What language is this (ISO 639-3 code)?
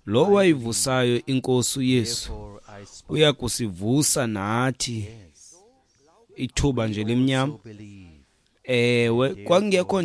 xho